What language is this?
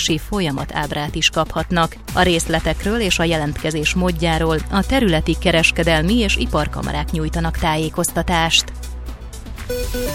Hungarian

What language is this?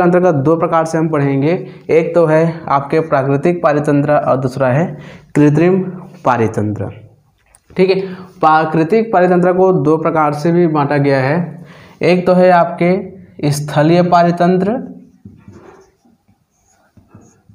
Hindi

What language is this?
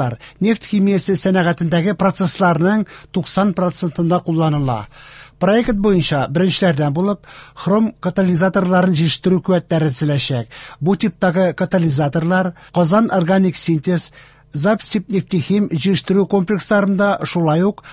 Tatar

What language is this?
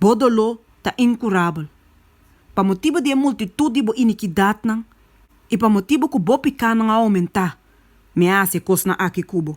Papiamento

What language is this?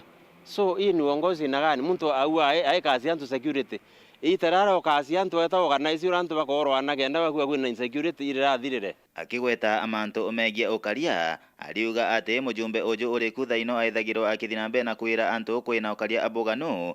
Meru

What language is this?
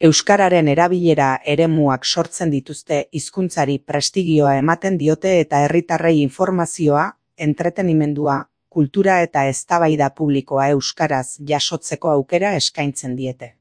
Basque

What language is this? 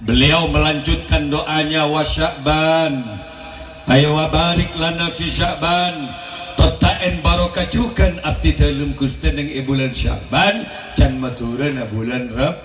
Madurese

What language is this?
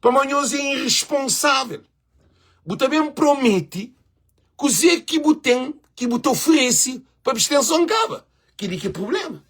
Kabuverdianu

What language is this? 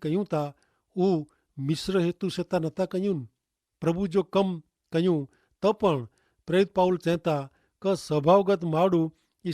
Kachhi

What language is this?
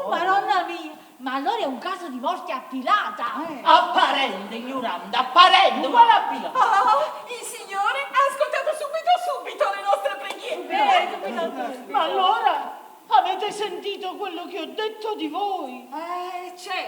Neapolitan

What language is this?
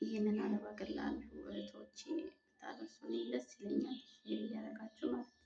Amharic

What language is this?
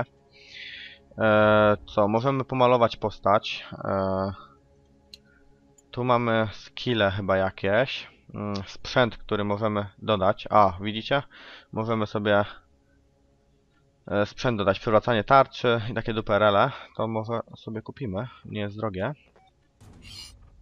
Polish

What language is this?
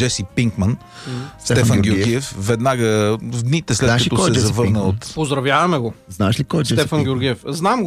Bulgarian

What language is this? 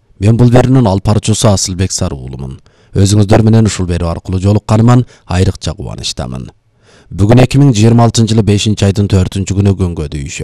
Kyrgyz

